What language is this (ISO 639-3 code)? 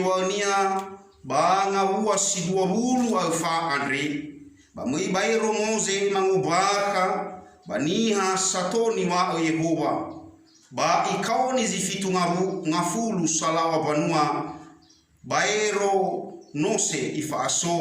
nia